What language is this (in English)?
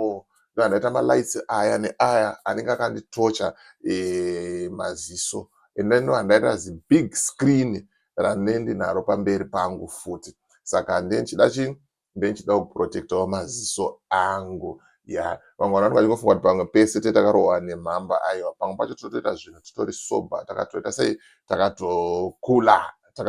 Shona